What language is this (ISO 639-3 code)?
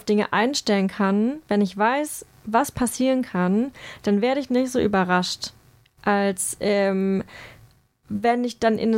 deu